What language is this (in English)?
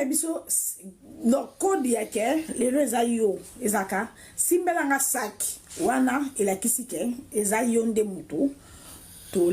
Lingala